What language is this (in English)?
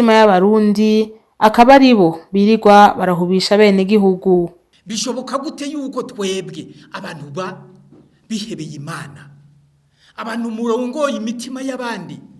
Rundi